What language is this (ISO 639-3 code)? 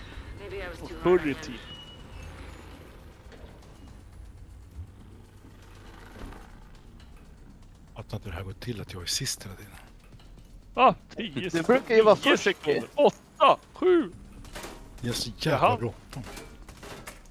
swe